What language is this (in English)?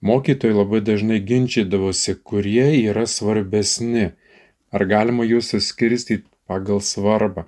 Lithuanian